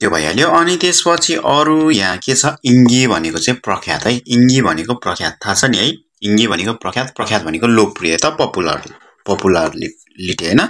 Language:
Nepali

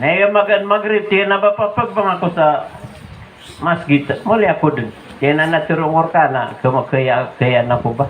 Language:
Maranao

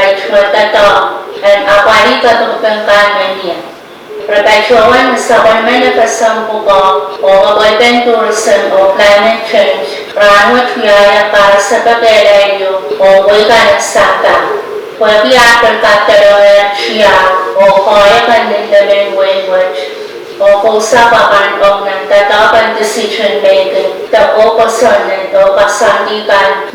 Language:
Pohnpeian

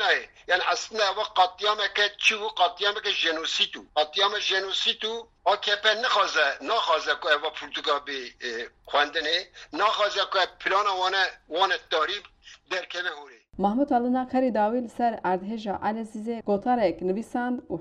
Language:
Kurdish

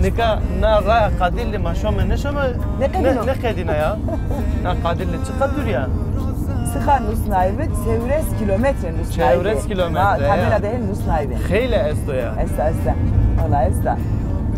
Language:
Zaza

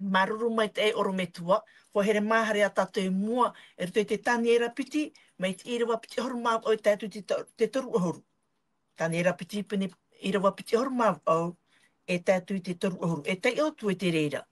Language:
Tahitian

